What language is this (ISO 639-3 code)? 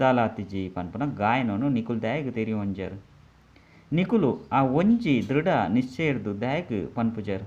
tcy